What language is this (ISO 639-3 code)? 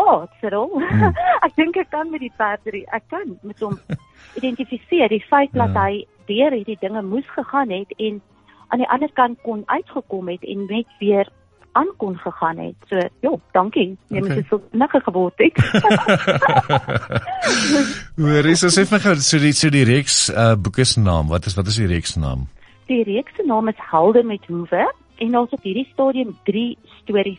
afr